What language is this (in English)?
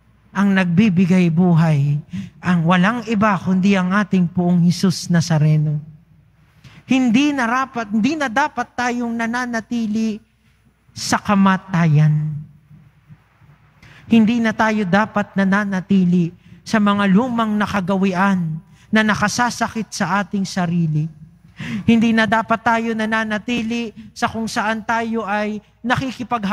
Filipino